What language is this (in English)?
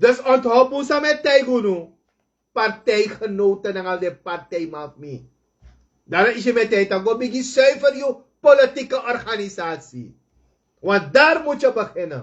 Sranan Tongo